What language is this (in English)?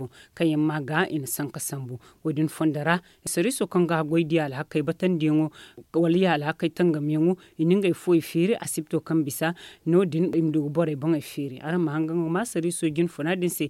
Zarma